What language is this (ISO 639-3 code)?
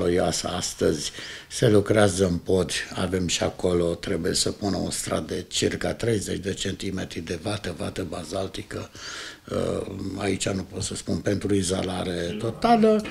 ron